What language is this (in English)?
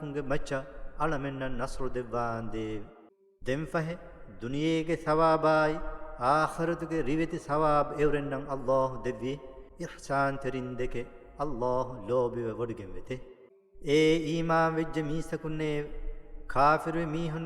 Divehi